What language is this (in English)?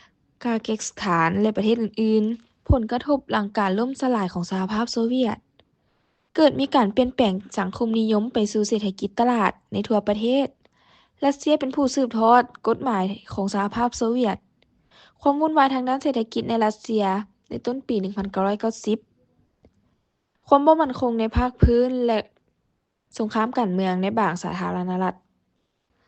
Lao